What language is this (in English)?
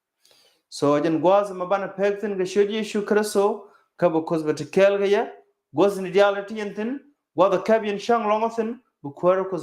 Nuer